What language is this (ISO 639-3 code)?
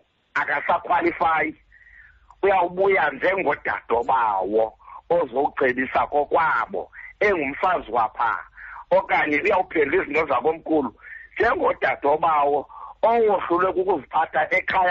xho